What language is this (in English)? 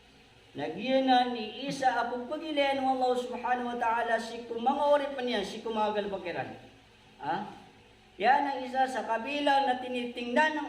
Maranao